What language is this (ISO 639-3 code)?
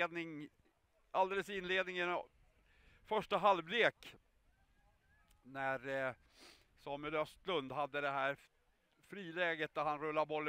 swe